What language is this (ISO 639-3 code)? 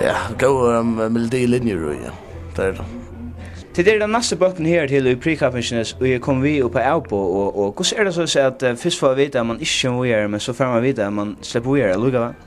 fao